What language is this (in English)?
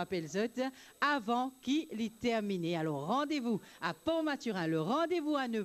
Morisyen